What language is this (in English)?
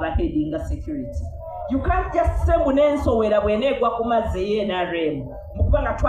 Ganda